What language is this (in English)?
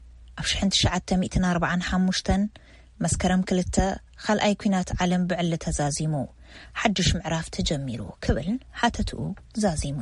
Tigrinya